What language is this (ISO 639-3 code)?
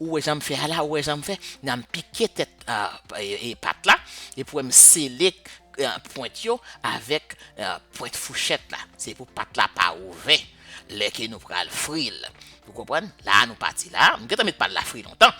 hat